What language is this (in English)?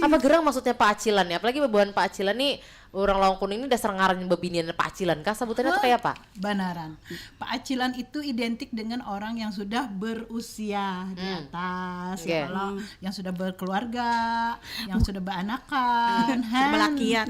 Banjar